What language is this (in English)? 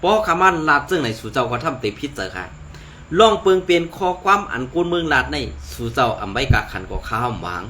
Shan